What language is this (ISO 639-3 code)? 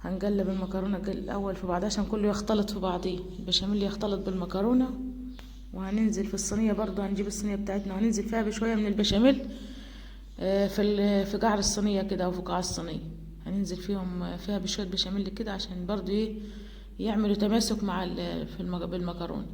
arz